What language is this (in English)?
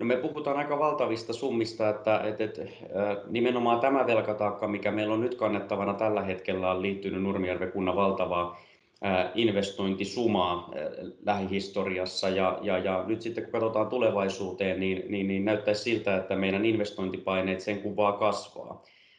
Finnish